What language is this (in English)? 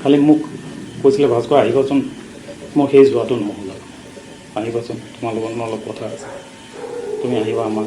Assamese